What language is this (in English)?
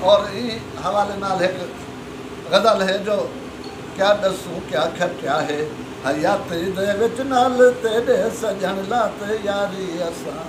Saraiki